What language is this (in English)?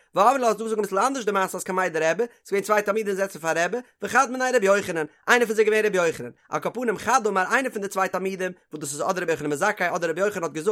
Yiddish